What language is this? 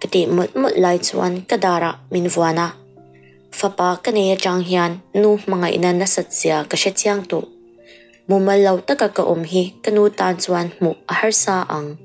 Mizo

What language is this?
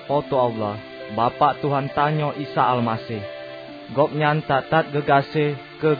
Achinese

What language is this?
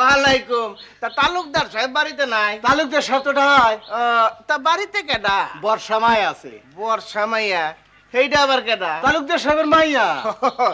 Bangla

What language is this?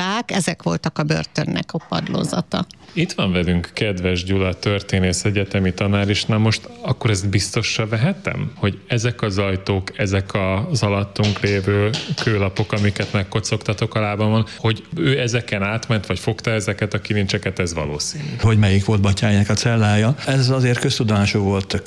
Hungarian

